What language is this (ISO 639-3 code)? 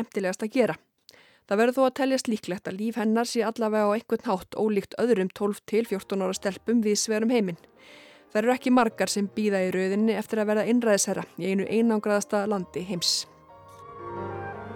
isl